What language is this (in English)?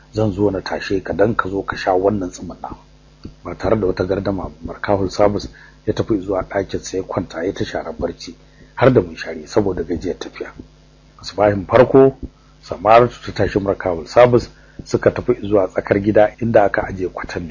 Hausa